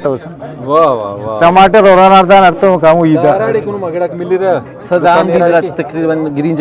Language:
Brahui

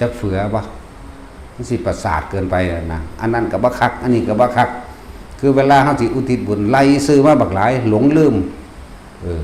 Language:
Northeastern Thai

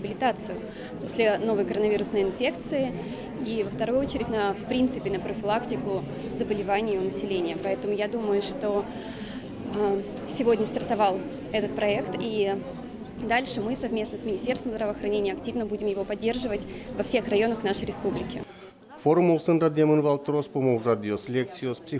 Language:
Udmurt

